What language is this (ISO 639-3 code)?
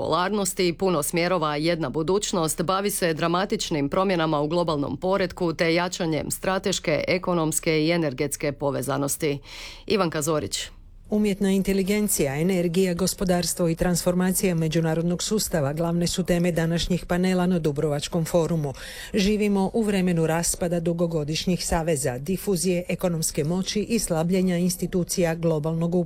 hrv